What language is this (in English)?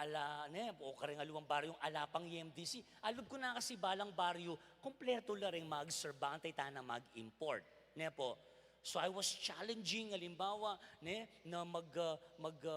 Pampanga